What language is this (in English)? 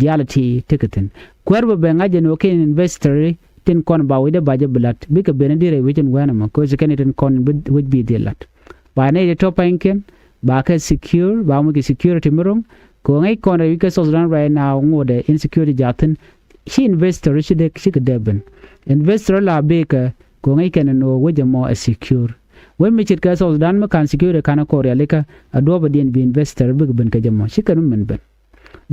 Nuer